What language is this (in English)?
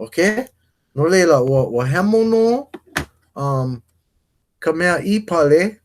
Hawaiian